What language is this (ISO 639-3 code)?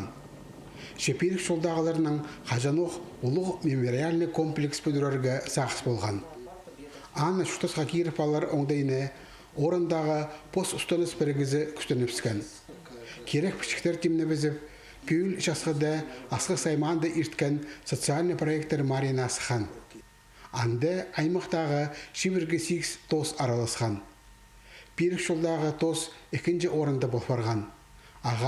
kjh